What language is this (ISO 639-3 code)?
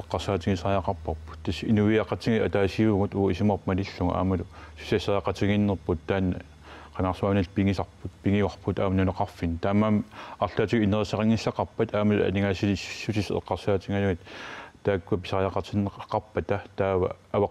kal